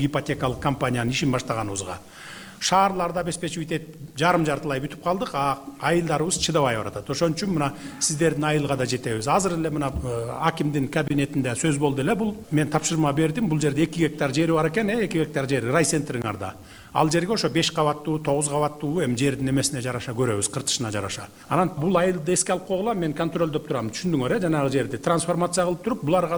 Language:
Kyrgyz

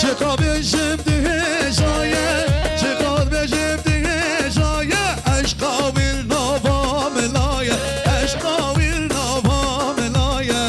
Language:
Kurdish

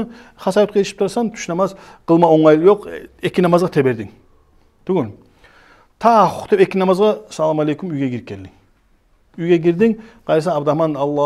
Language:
Kumyk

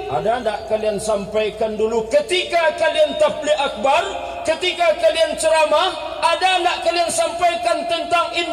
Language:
Minangkabau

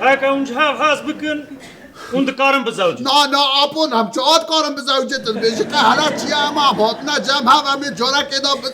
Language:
Kurdish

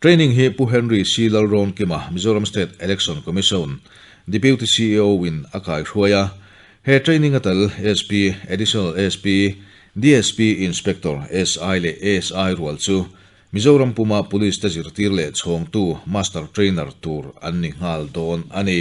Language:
Mizo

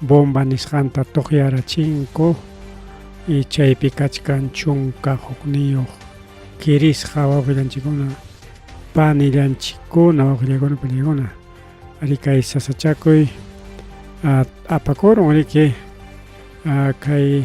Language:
Ayacucho Quechua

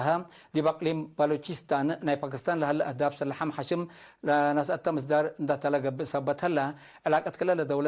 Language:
Tigre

